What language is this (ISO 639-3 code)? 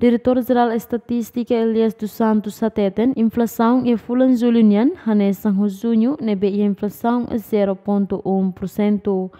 tet